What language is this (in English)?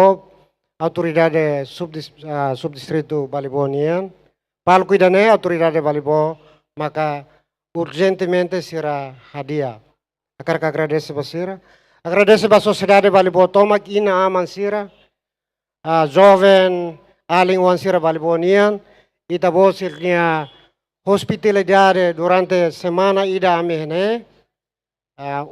Tetum